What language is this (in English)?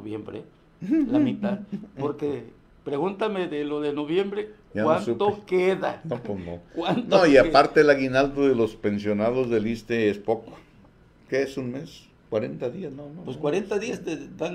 Spanish